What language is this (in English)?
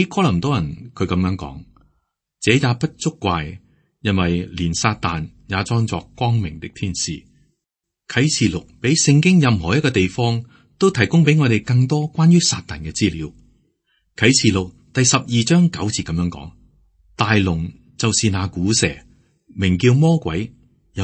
Cantonese